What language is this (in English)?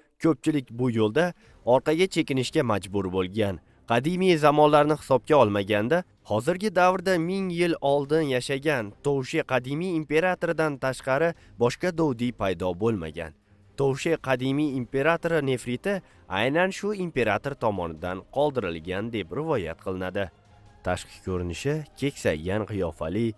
Uzbek